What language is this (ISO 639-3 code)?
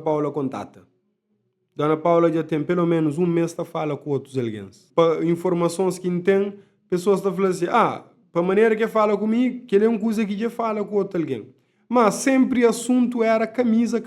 kea